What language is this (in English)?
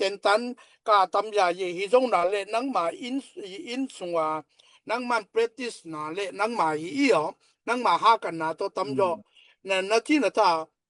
Tedim Chin